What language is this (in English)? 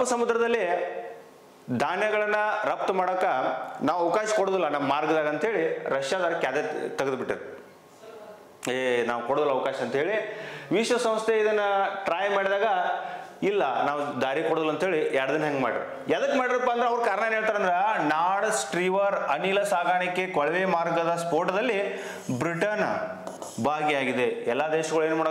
Kannada